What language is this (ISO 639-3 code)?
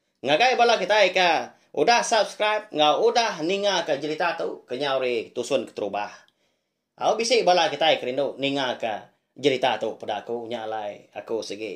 iba